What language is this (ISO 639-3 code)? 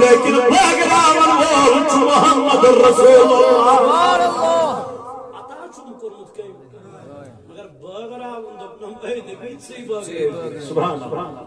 kas